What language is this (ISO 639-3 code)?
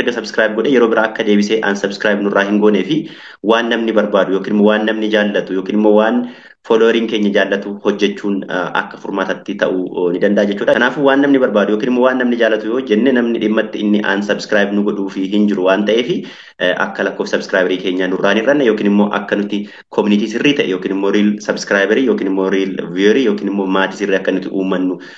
orm